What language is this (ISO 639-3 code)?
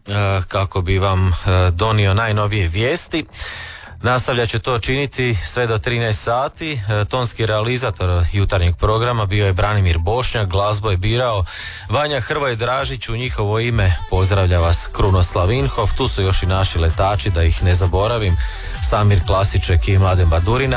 hrv